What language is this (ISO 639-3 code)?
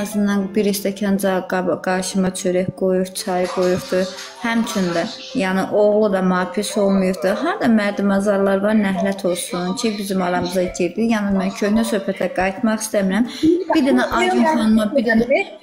aze